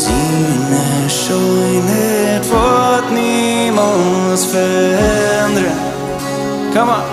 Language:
Plautdietsch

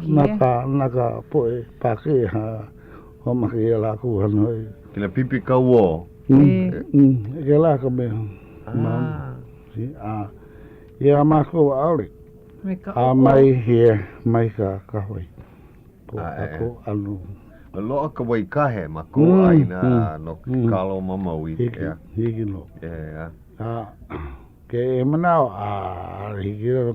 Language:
Hawaiian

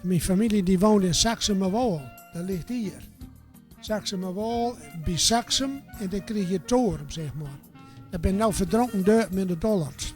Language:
Gronings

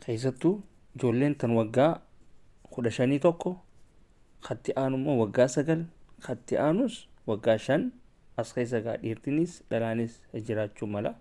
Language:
Oromo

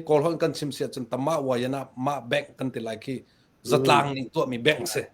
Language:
Hakha Chin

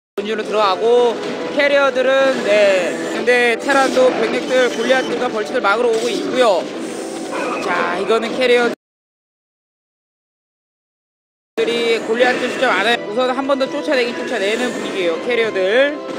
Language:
Korean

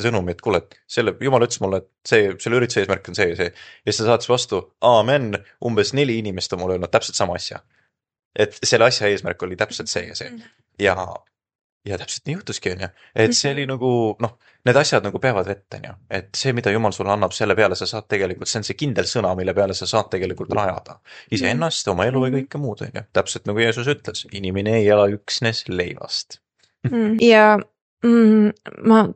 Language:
Estonian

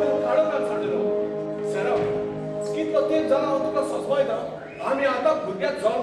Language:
Konkani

